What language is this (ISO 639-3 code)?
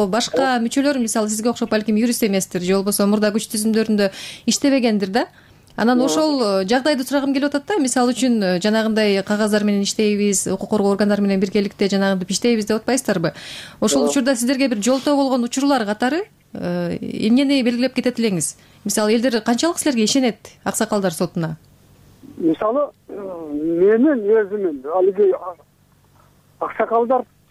kir